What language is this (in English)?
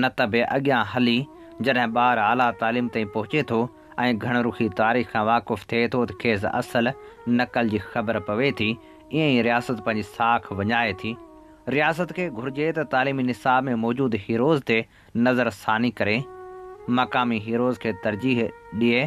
Sindhi